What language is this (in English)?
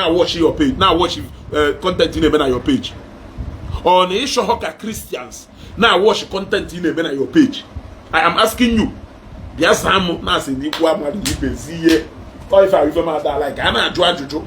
Igbo